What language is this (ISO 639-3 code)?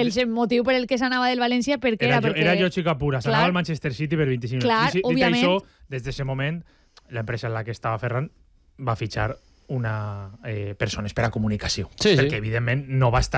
cat